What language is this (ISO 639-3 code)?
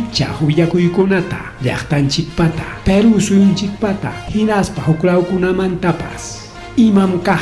quy